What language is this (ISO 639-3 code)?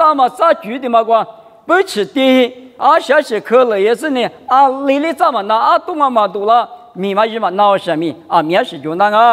lis